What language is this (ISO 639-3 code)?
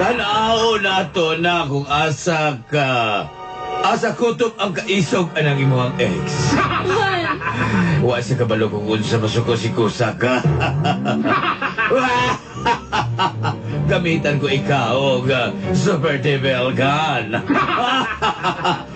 ceb